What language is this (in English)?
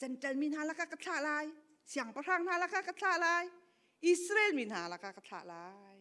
Hakha Chin